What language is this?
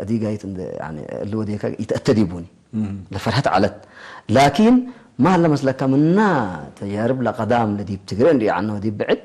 Tigre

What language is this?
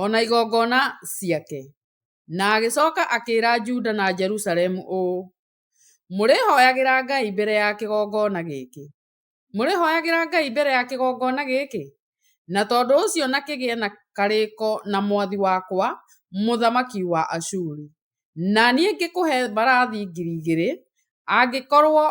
Kikuyu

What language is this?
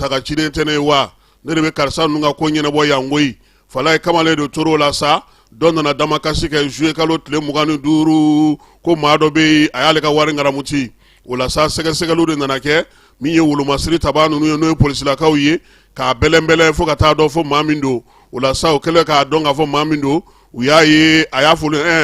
Bambara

